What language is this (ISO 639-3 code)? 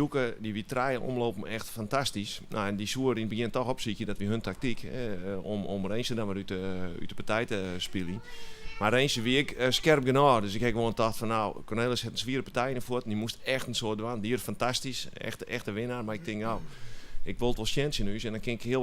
fry